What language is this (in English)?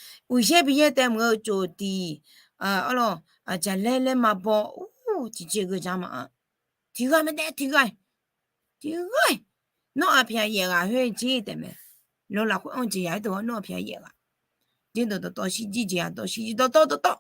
Akha